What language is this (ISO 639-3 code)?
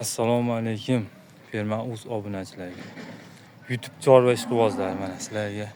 uzb